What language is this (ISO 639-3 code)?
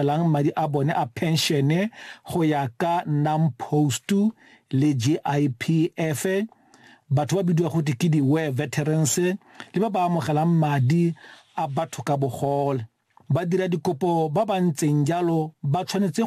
tsn